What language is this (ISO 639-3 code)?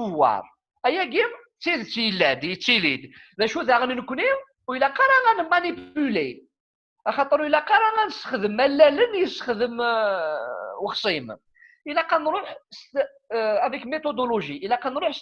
kab